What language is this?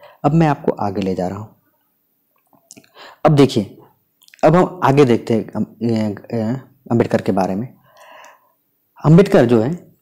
Hindi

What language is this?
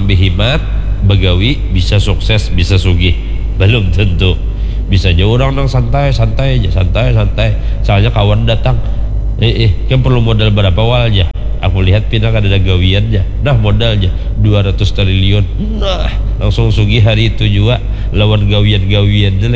Banjar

